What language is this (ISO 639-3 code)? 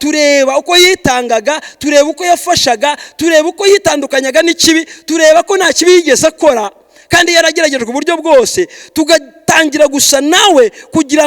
kin